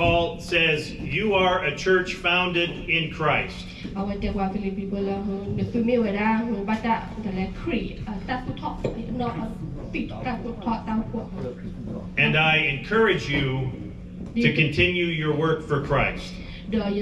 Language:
S'gaw Karen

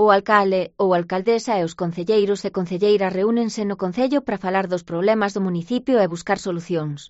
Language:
Galician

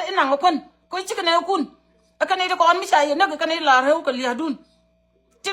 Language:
Nuer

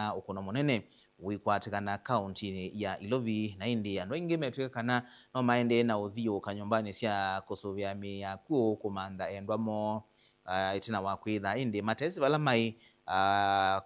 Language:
Kamba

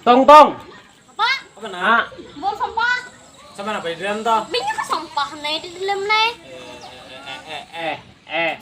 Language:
Banjar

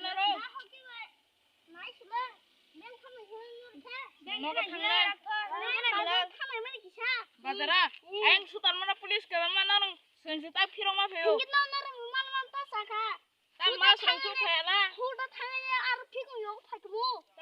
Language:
Kok Borok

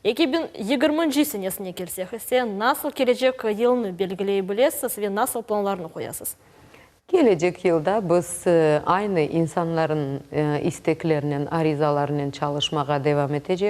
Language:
Crimean Tatar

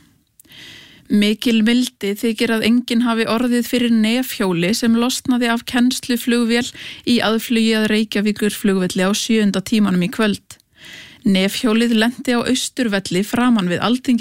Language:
Icelandic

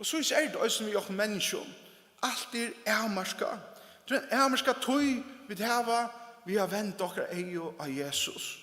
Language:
Faroese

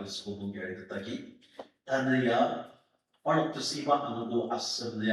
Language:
Ao Naga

